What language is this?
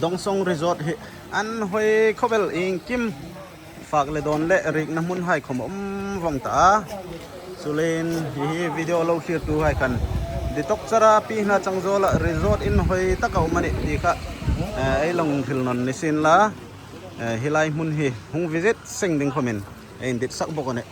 Hmar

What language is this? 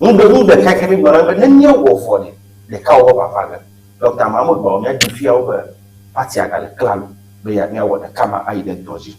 Ewe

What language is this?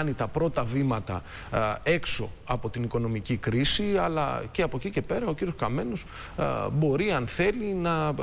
Greek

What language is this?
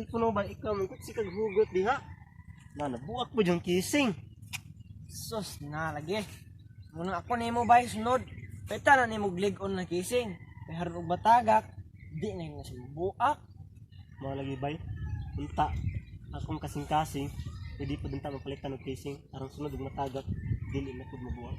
Cebuano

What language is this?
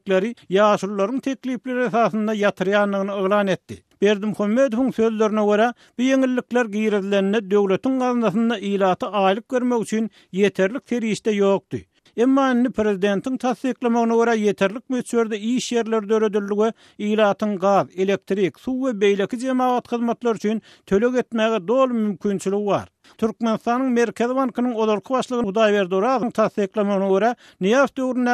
Turkmen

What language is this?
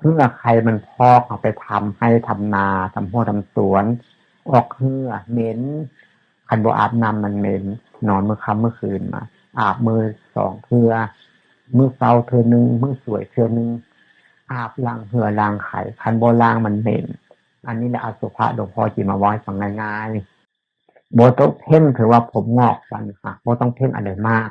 Northeastern Thai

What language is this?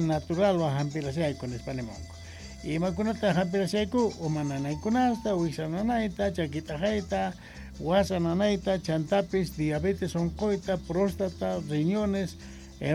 South Bolivian Quechua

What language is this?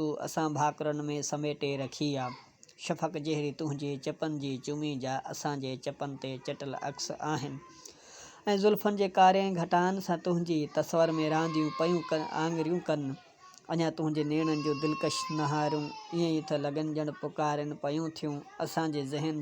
Sindhi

